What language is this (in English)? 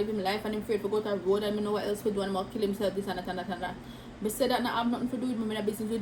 Jamaican Creole English